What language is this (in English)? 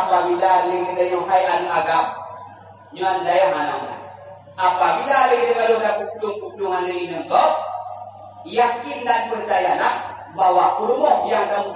Achinese